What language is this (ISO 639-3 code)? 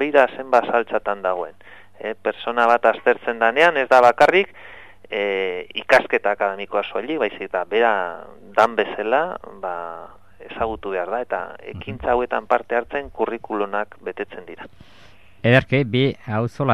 eus